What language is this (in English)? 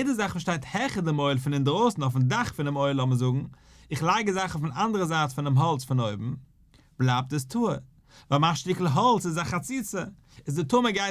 Yiddish